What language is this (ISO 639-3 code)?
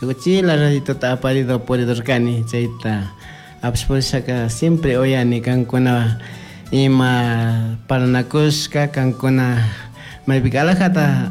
qug